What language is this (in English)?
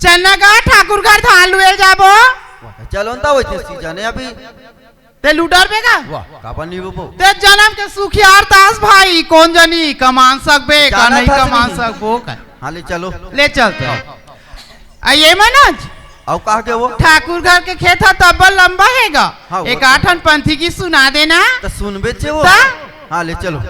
Chhattisgarhi